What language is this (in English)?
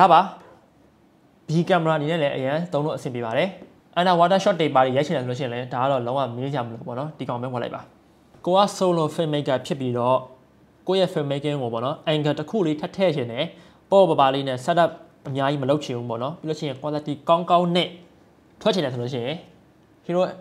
Burmese